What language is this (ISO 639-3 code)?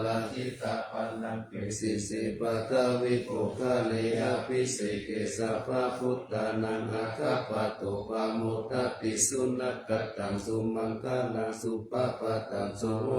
pli